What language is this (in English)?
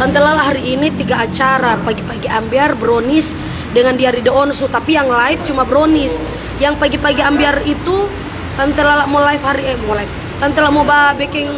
Manado Malay